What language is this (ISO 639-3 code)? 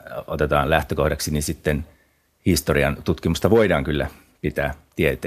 fin